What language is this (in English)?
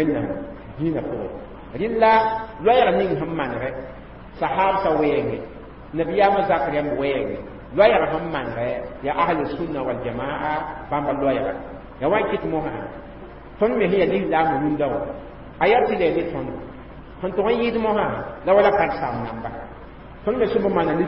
Mossi